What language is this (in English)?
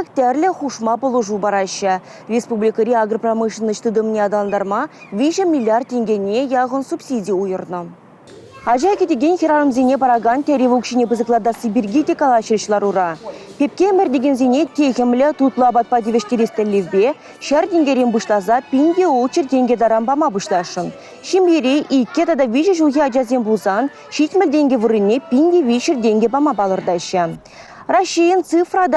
Chuvash